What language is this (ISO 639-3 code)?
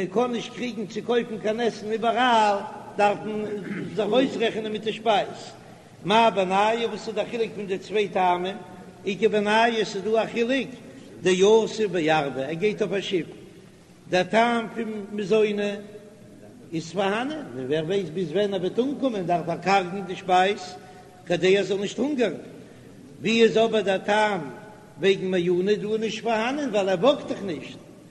yid